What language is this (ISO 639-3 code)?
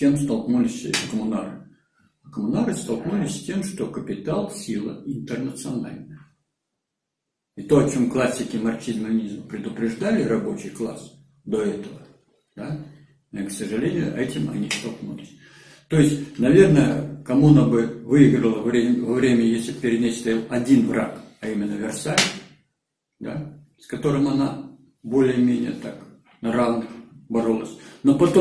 rus